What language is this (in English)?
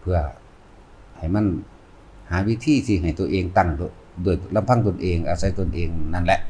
Lao